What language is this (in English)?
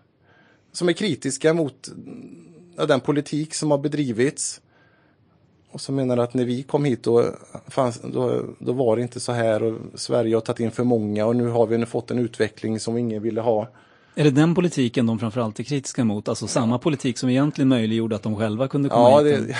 Swedish